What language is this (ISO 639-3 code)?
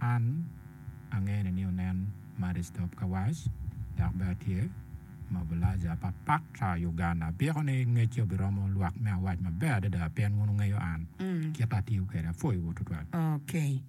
ach